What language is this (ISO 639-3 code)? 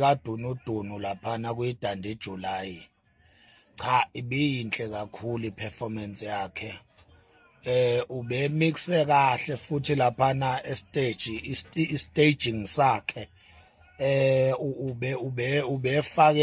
zul